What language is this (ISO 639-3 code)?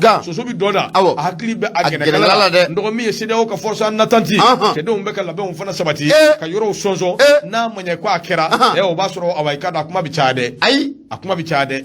bam